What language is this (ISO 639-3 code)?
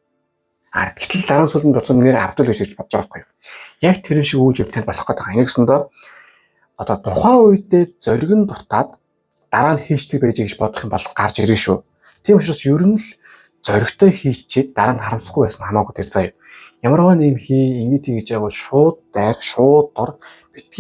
mon